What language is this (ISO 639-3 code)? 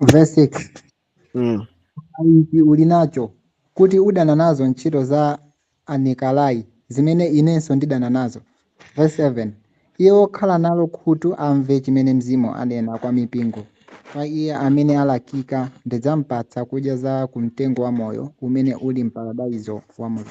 nya